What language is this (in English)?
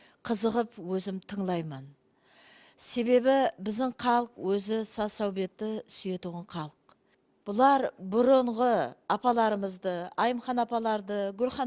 Kara-Kalpak